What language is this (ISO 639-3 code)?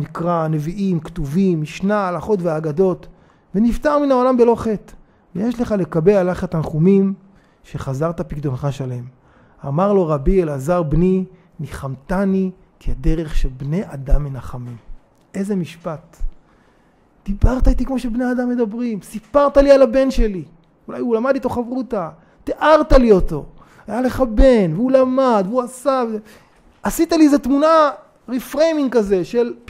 heb